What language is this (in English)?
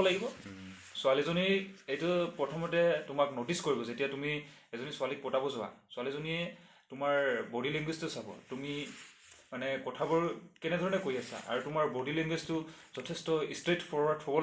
Assamese